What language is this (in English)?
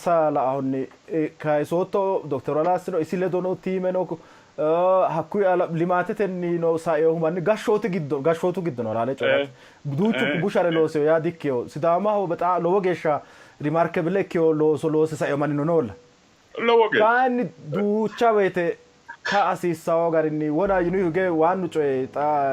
Sidamo